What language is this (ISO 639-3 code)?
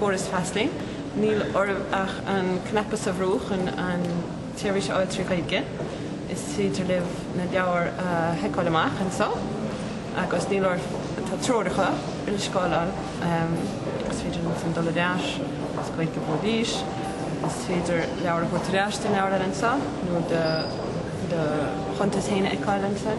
gle